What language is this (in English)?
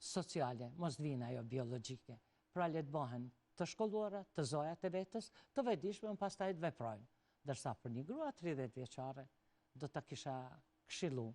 Albanian